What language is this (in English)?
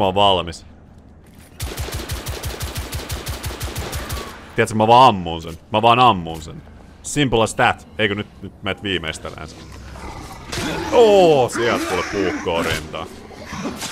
Finnish